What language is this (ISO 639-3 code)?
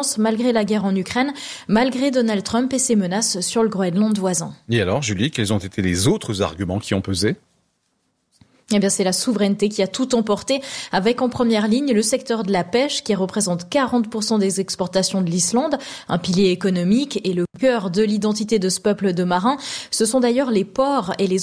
fra